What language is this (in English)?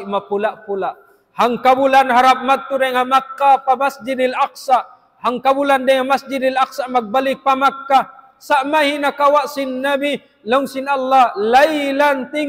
Tausug